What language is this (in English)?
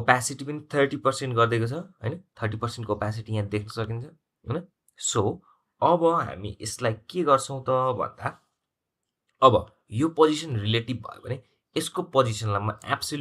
Nepali